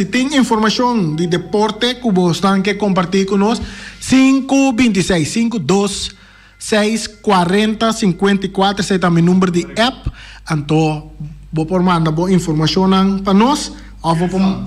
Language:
Papiamento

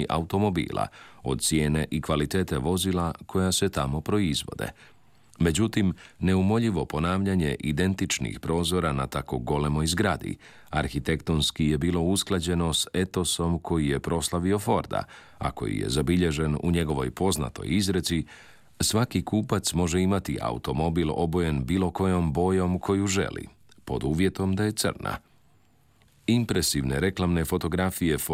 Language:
Croatian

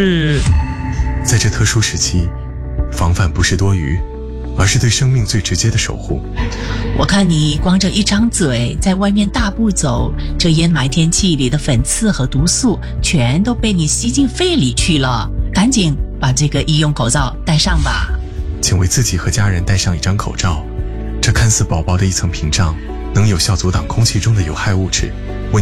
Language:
Chinese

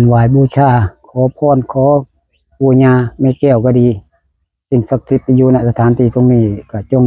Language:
Northeastern Thai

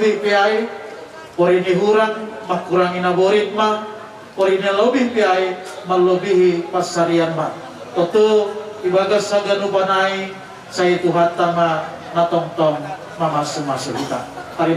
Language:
Batak Simalungun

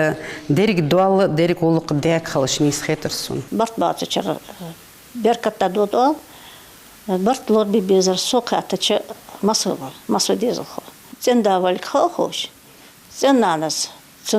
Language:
Ingush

